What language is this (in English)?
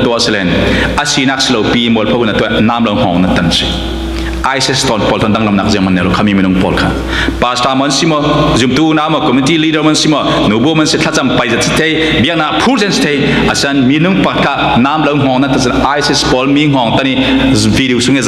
Falam Chin